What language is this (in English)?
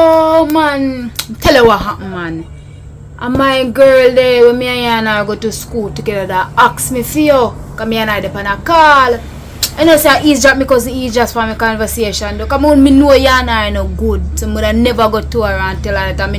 Jamaican Creole English